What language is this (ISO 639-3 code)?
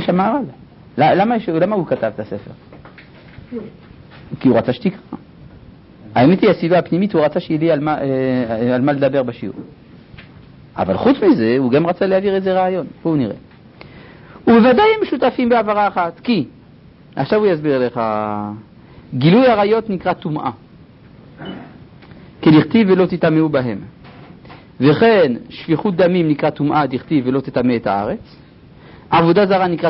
heb